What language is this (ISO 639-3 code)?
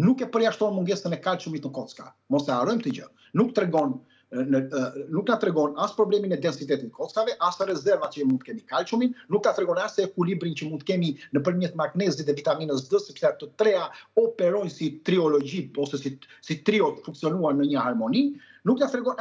sqi